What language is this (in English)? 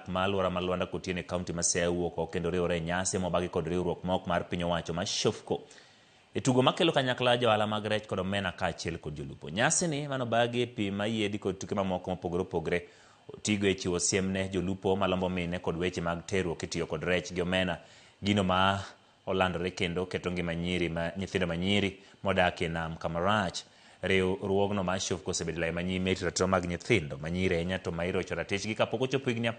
Luo (Kenya and Tanzania)